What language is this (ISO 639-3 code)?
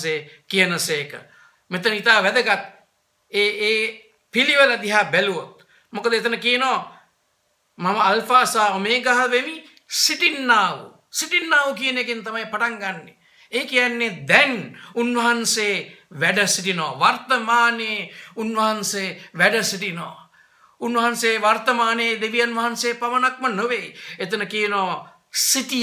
sin